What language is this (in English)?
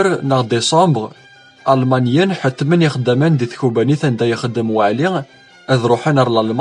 Kabyle